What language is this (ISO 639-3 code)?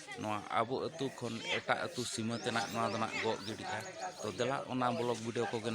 sat